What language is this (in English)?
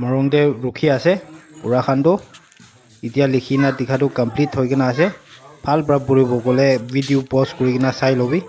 Naga Pidgin